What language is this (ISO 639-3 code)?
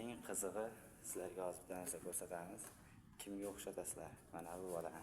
uzb